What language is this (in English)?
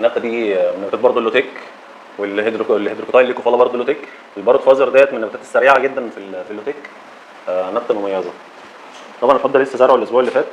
Egyptian Arabic